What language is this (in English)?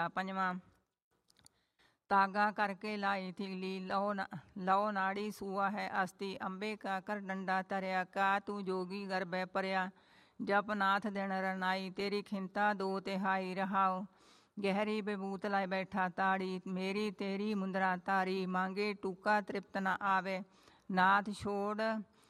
Punjabi